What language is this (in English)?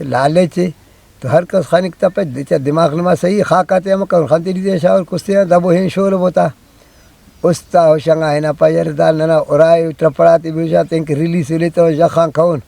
Brahui